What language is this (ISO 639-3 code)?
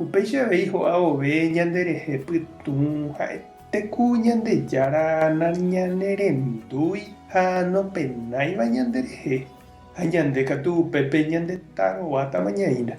grn